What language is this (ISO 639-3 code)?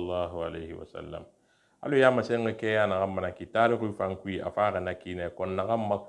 sus